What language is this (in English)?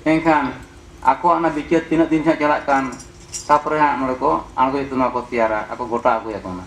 Santali